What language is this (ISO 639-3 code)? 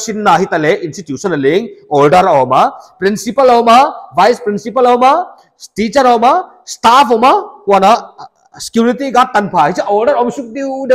pck